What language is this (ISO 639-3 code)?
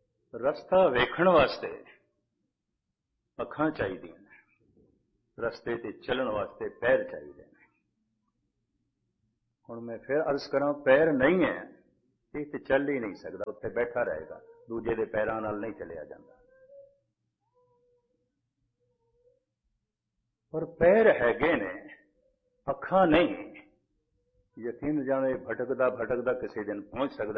pan